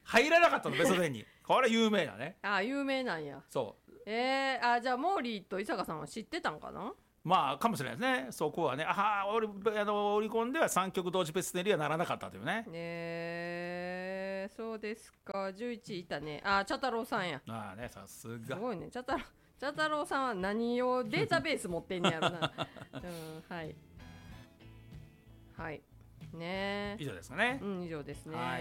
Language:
Japanese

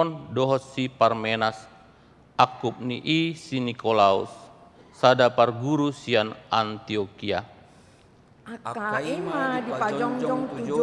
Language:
Batak Toba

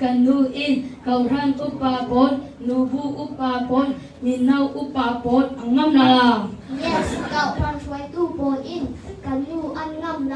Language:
Falam Chin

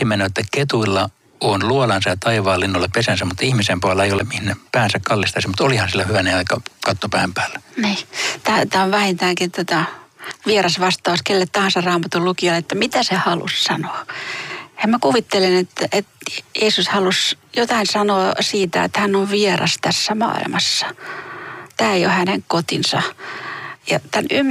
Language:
Finnish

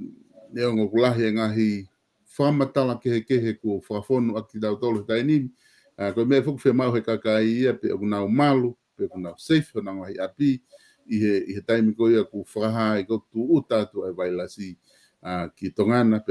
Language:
Tongan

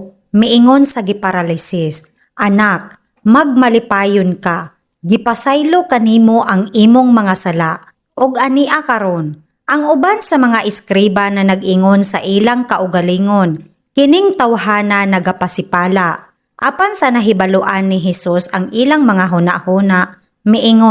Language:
Cebuano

